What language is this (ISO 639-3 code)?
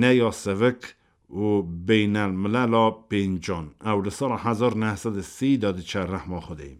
kur